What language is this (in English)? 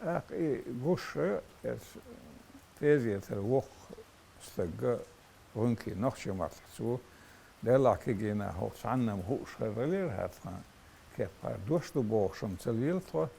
Chechen